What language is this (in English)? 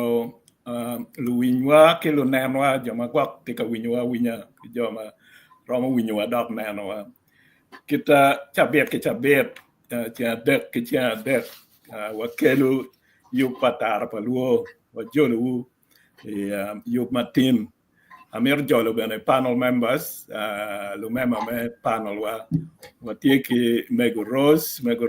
Acoli